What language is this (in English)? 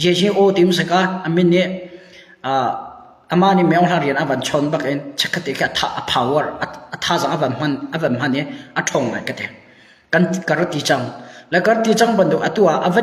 Hakha Chin